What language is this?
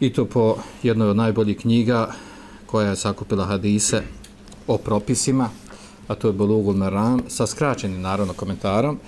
Bosnian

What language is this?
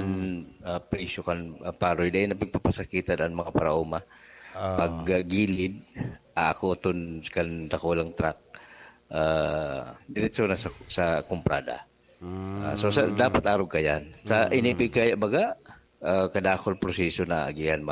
Bikol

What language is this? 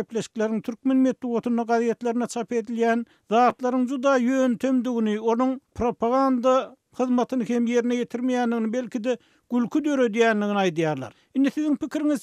Turkmen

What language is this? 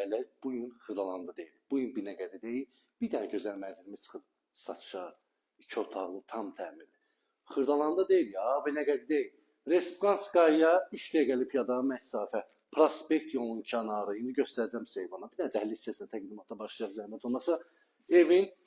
Azerbaijani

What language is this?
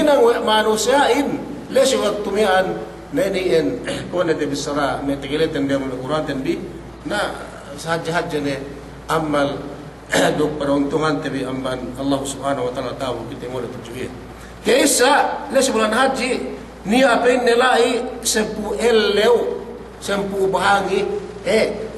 Yakan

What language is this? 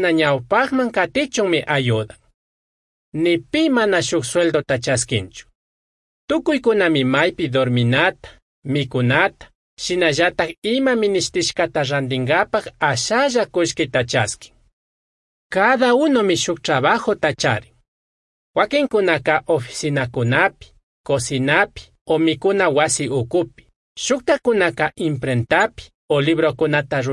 Chimborazo Highland Quichua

